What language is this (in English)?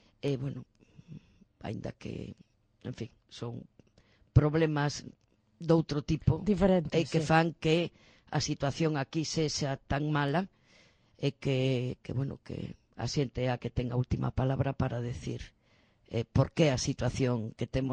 Galician